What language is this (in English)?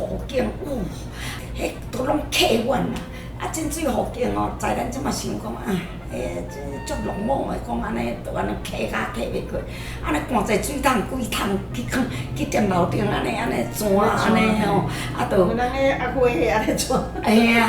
Min Nan Chinese